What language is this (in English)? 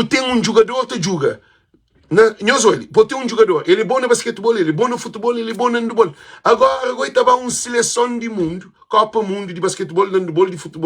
Kabuverdianu